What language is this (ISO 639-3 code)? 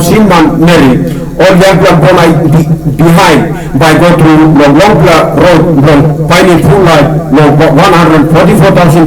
tpi